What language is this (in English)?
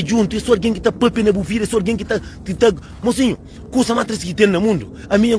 Kabuverdianu